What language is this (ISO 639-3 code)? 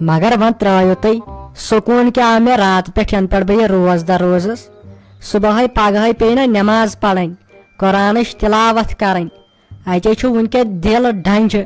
kas